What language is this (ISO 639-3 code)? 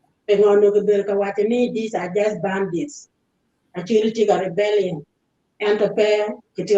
ach